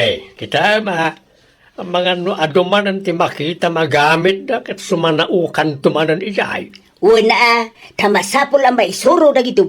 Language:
Iloko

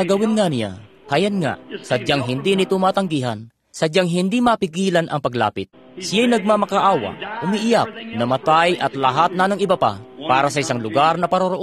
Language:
Filipino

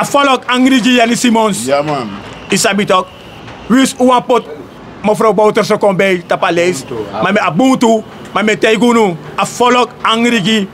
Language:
Sranan Tongo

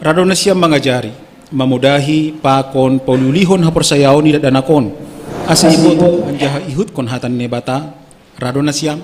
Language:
Batak Simalungun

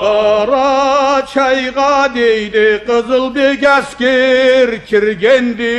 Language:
Karachay-Balkar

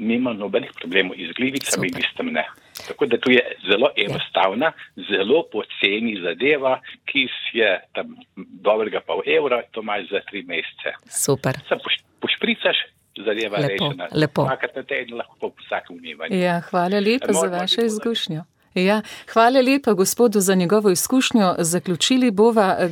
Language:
Slovenian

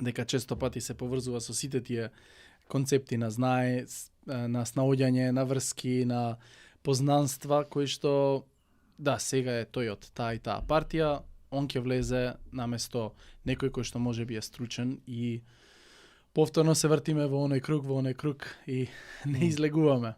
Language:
Macedonian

